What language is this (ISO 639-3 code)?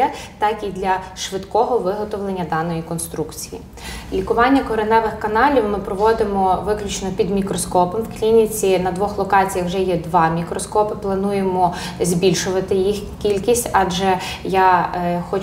ukr